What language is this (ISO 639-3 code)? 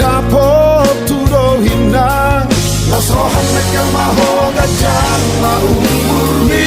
bbc